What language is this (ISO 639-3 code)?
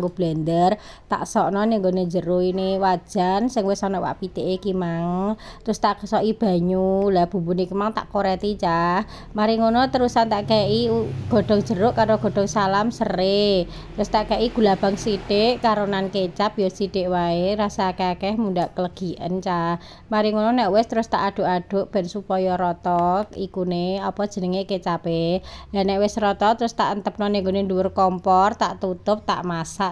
jav